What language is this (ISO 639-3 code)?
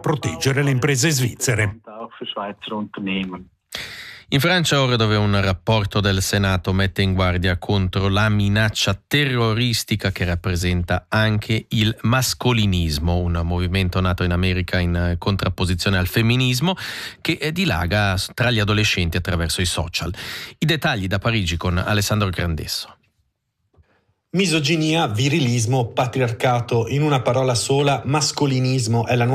ita